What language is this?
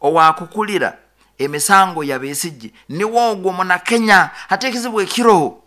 Nyoro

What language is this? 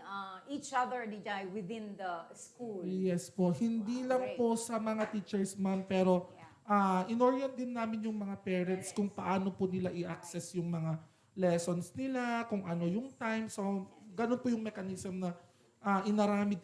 Iloko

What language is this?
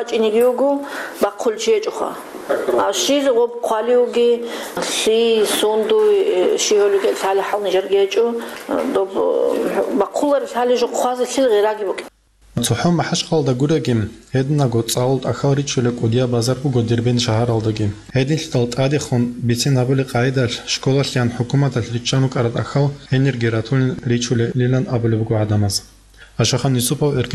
Avaric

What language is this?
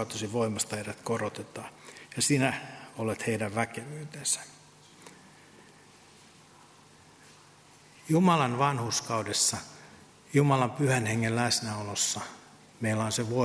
Finnish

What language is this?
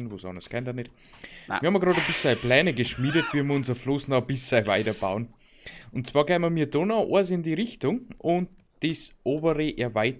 Bavarian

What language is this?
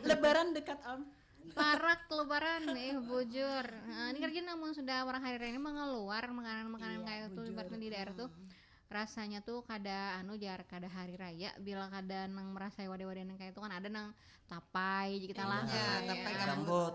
Banjar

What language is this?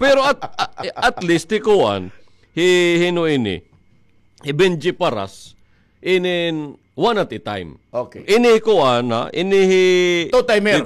Waray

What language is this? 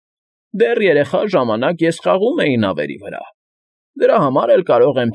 Armenian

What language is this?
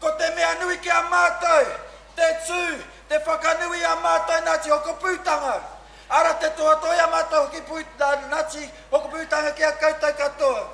Māori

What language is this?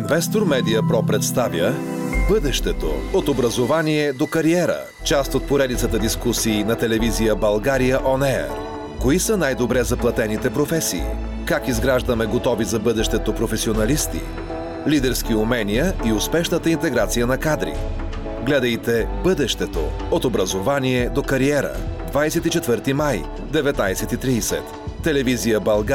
Bulgarian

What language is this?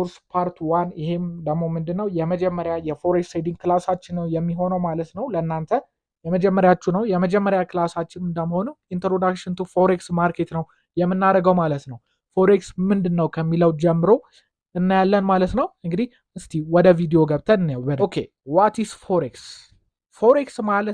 Amharic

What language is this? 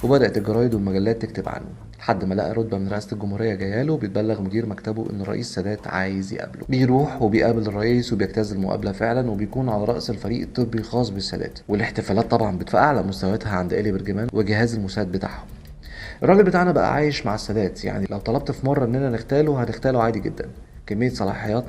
Egyptian Arabic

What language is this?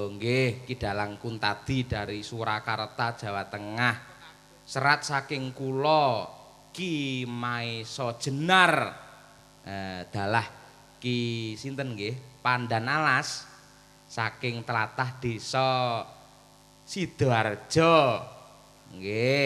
Javanese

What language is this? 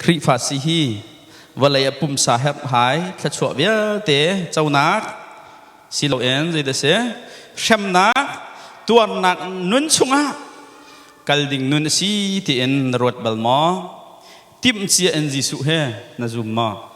Hakha Chin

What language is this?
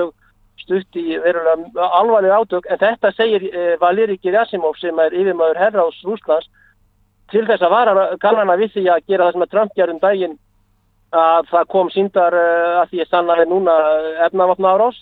Icelandic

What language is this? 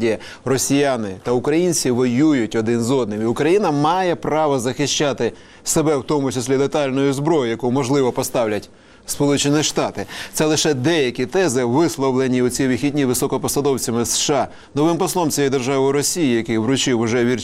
Ukrainian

